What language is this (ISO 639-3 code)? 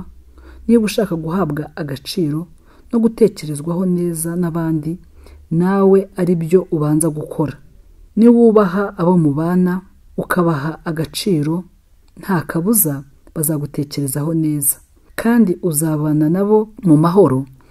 kin